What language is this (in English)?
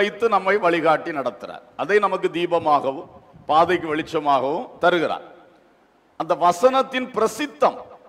Tamil